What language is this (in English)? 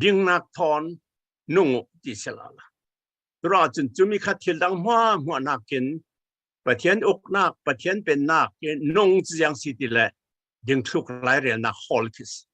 Falam Chin